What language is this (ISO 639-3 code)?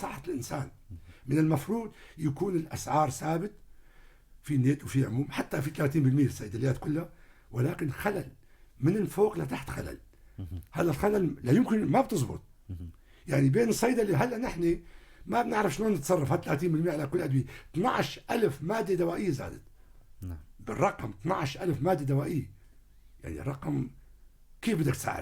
apc